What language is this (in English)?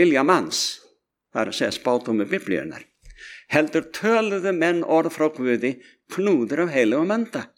Icelandic